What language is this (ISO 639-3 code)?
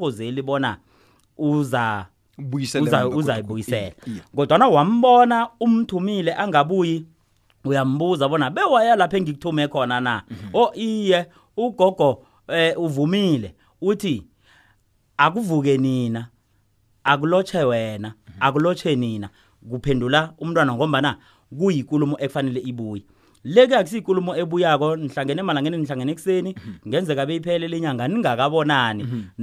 nbl